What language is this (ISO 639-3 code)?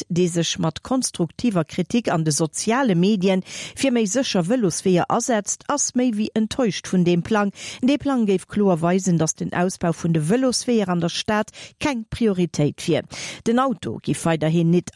ltz